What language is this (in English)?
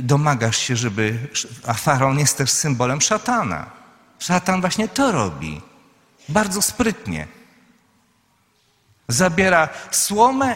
Polish